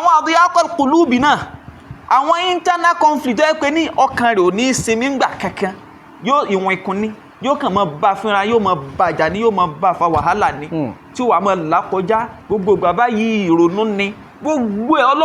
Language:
Yoruba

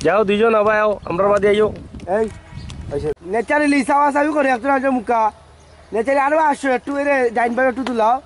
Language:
Sylheti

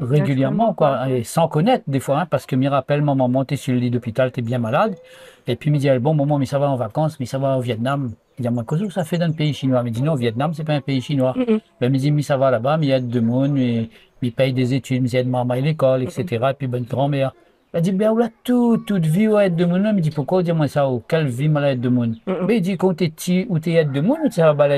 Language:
Réunion Creole French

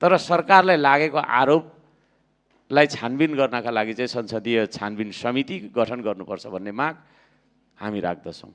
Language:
Nepali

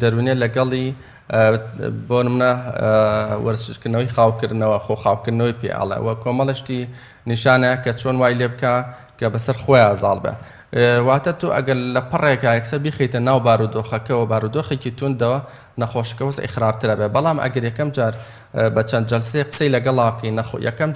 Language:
Central Kurdish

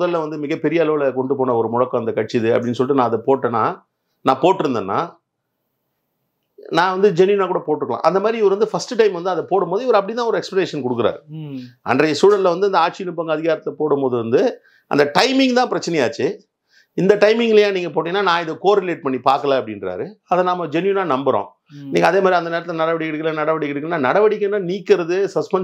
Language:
Tamil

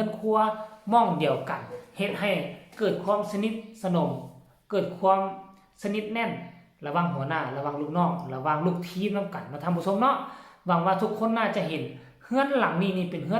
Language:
Lao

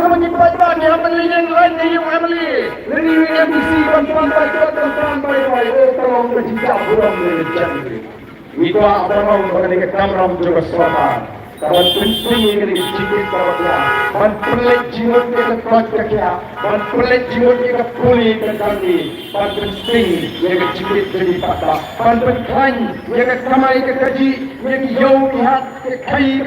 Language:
Khasi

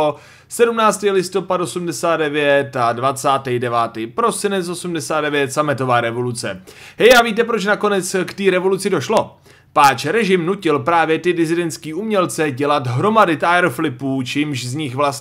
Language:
Czech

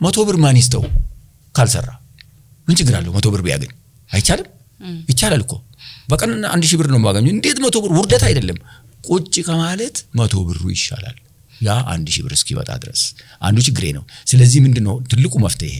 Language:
Amharic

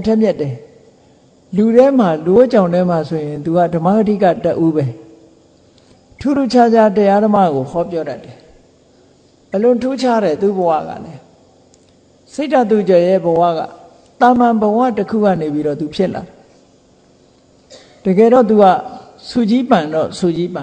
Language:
Burmese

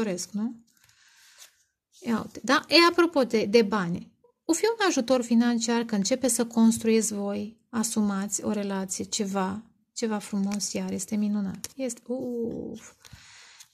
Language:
Romanian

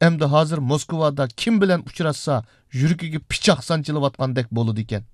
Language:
Uyghur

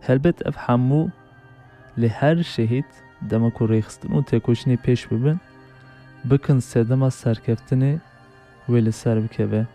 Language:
Kurdish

